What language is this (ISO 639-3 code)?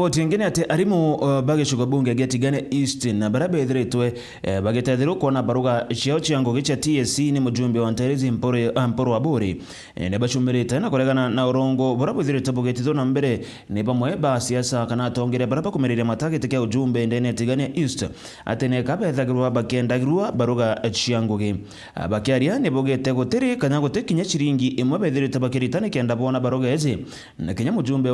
mer